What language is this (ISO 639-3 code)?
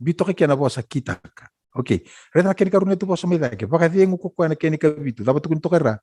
fij